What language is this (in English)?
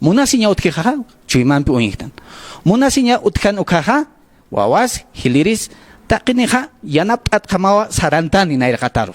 Aymara